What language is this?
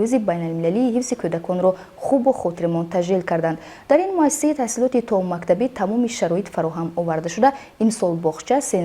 Tajik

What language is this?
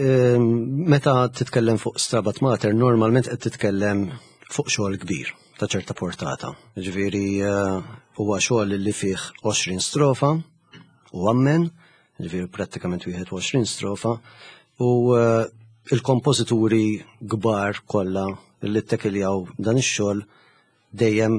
Maltese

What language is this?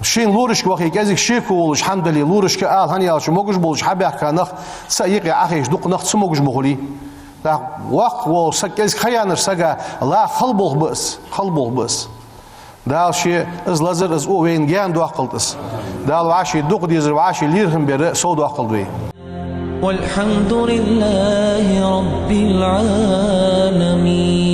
Ingush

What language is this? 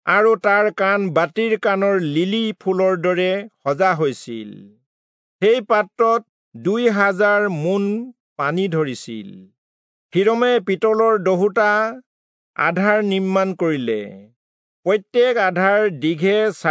Assamese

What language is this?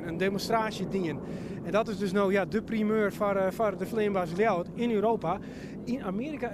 Western Frisian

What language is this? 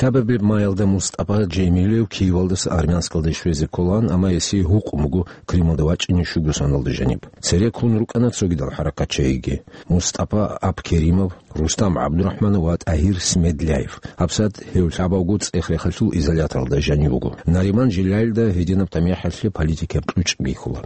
Avaric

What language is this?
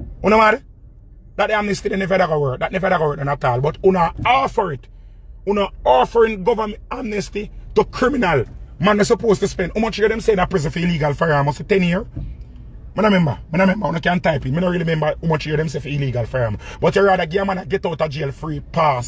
Jamaican Creole English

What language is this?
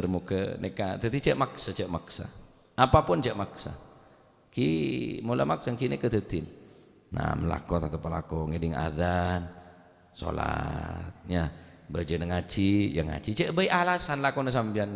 Madurese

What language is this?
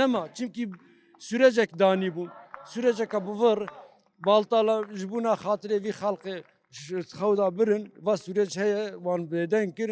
Kurdish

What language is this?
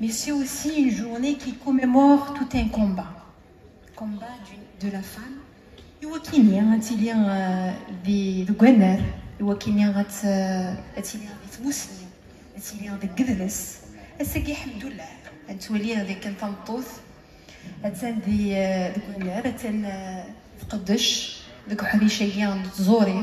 Kabyle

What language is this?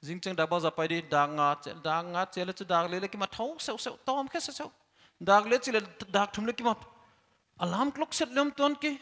Paite Chin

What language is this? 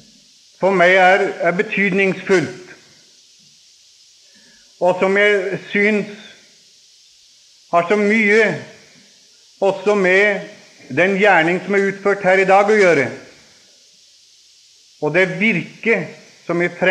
Norwegian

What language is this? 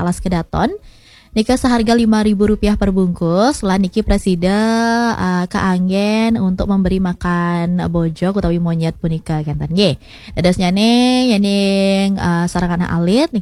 Balinese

